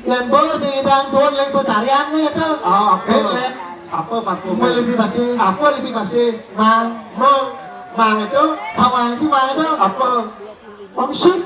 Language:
Balinese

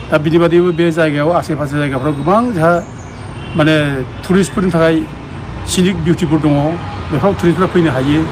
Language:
Bodo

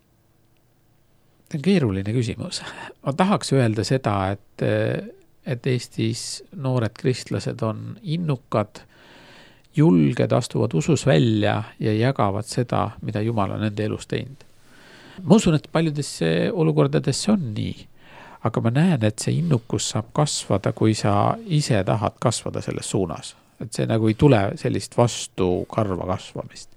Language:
Estonian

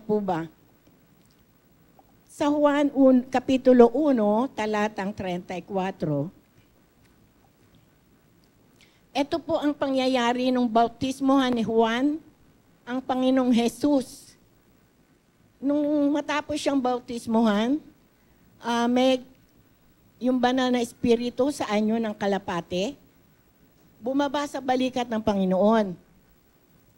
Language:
Filipino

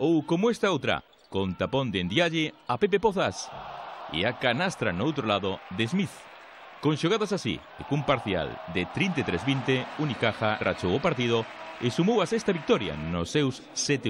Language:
Galician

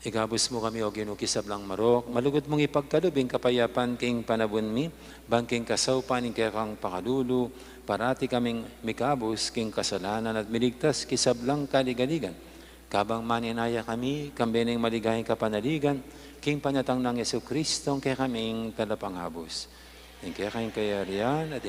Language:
Pampanga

